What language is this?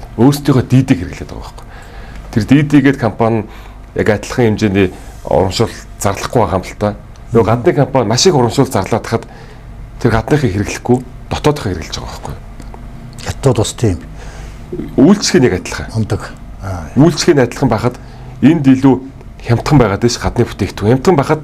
Mongolian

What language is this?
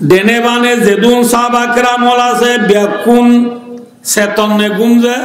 Rohingya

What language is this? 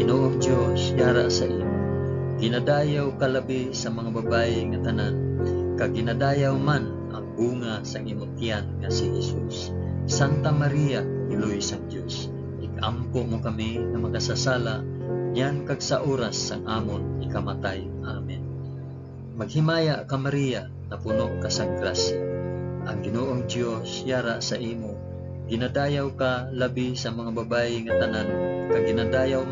Hiligaynon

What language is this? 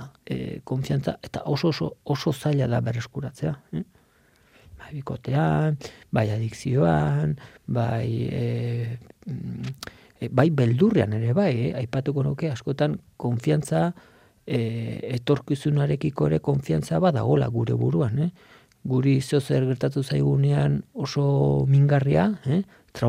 Basque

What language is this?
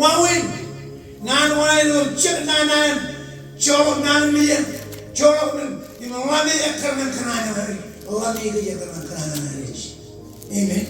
Marshallese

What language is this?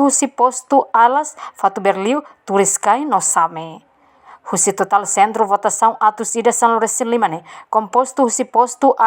Tetum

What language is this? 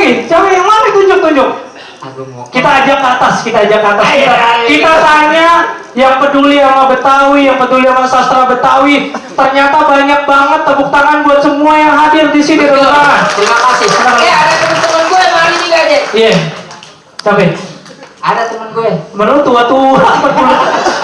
Betawi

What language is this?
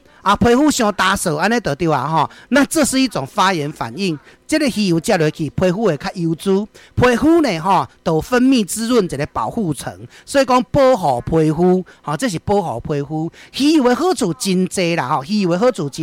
Min Nan Chinese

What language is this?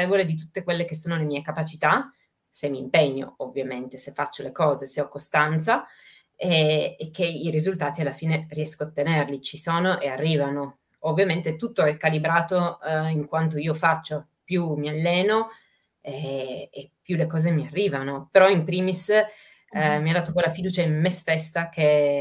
Italian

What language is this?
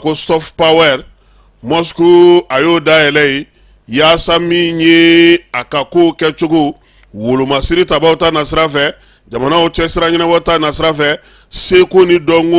Bambara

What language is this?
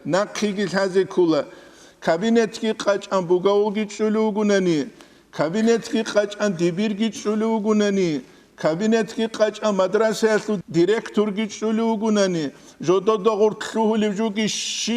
Avaric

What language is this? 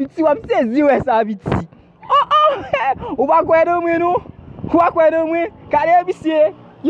Haitian Creole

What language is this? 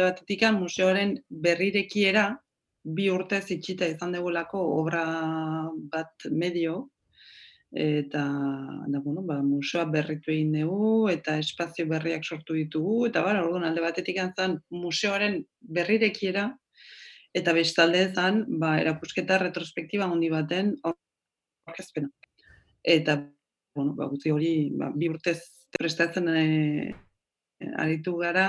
Basque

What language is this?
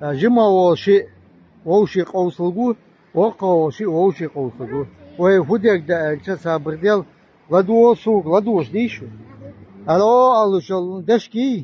Chechen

